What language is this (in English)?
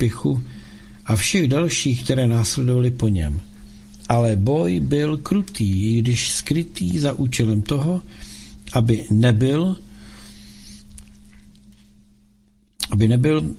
Czech